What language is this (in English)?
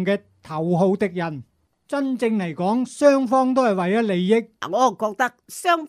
Cantonese